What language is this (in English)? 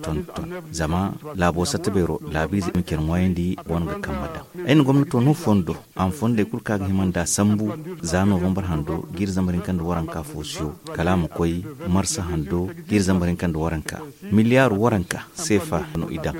Zarma